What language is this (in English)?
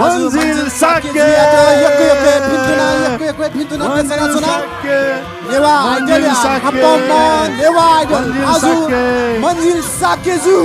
Newari